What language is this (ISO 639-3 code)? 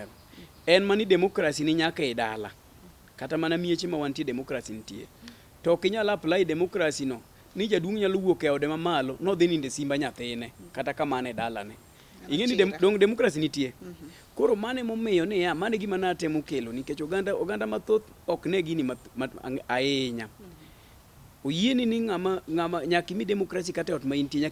luo